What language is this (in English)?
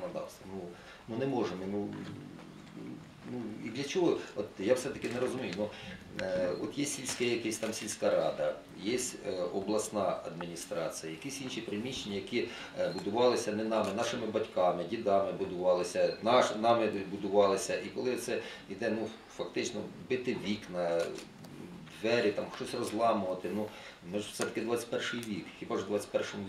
Ukrainian